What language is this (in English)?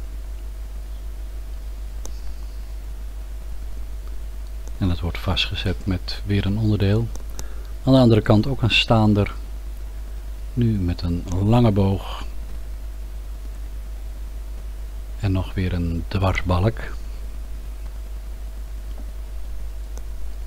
Dutch